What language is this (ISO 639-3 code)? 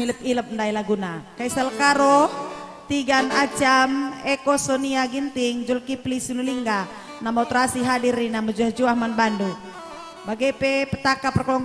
btx